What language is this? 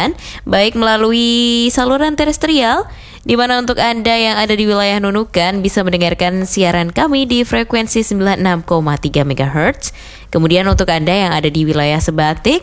Indonesian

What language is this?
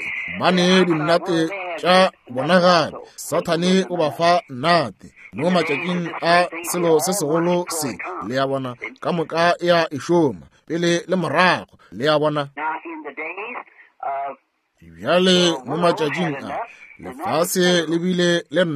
Northern Sotho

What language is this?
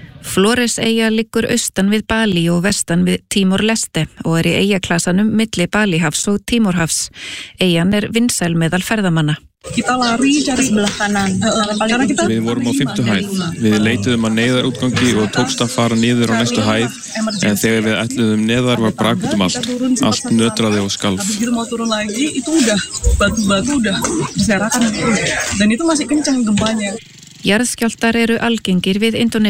Icelandic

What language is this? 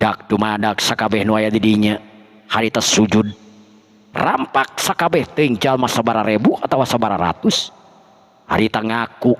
Sundanese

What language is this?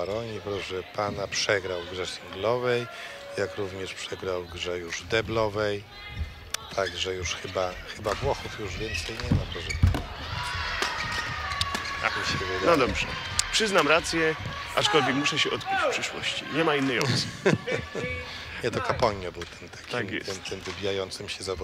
Polish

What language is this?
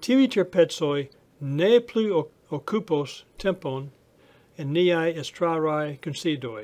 Esperanto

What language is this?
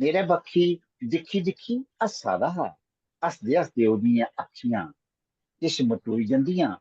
Dogri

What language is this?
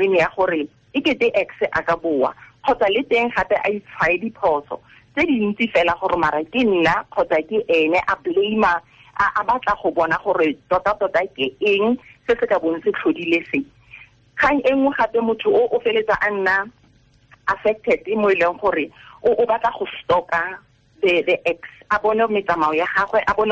Tswana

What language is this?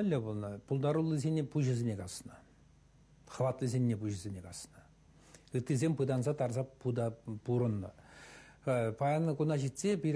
Chuvash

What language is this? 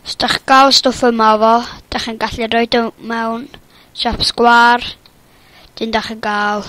Welsh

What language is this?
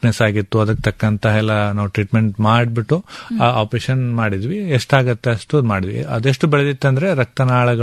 Kannada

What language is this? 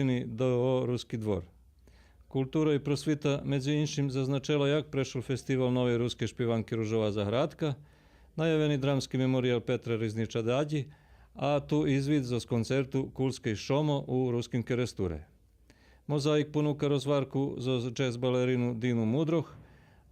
Rusyn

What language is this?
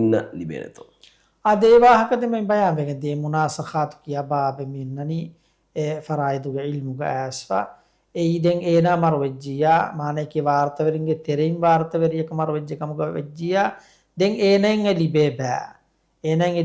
Divehi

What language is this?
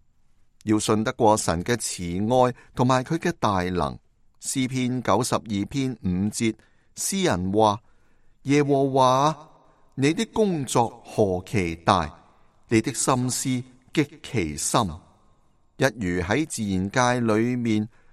Cantonese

